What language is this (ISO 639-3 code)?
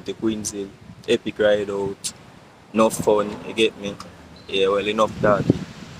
jam